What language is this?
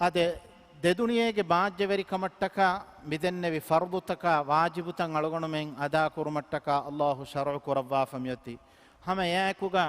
Divehi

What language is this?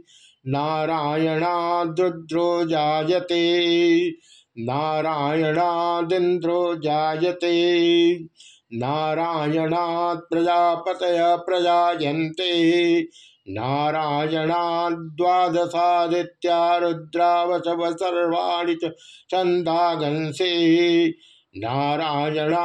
Sanskrit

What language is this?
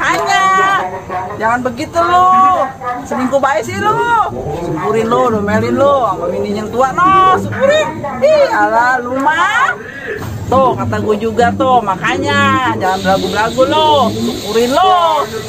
Betawi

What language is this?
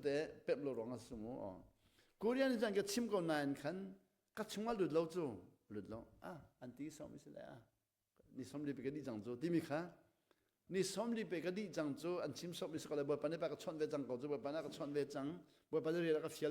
Hakha Chin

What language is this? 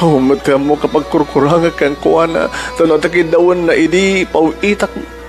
Iloko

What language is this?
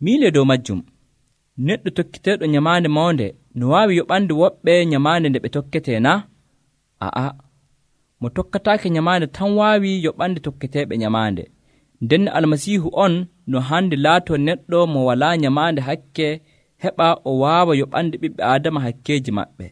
Nigerian Fulfulde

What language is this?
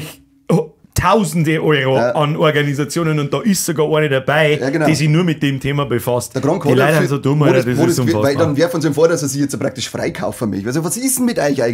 Bavarian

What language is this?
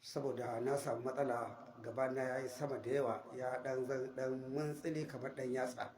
Hausa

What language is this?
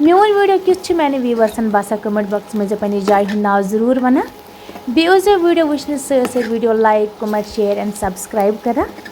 Kashmiri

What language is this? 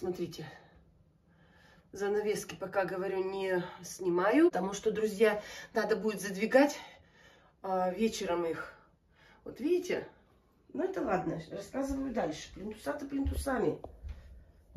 Russian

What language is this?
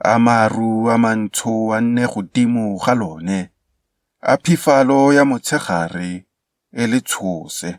Tswana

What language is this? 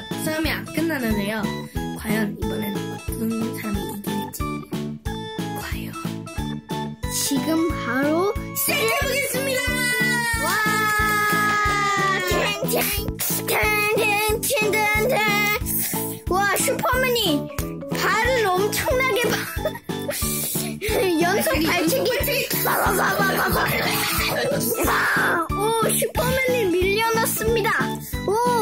Korean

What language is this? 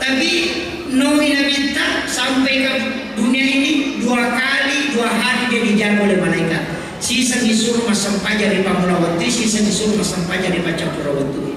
Buginese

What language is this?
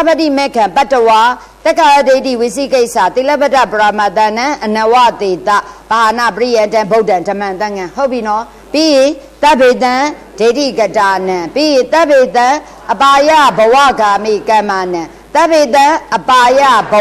Burmese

